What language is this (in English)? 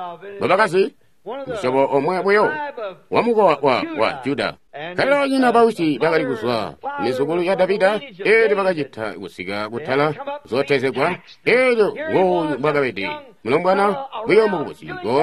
Tonga (Zambia)